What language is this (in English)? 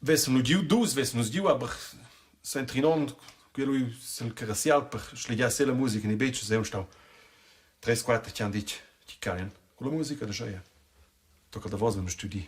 Romansh